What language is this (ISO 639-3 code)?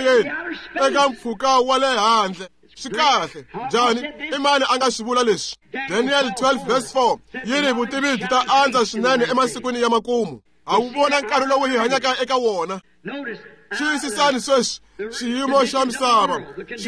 tso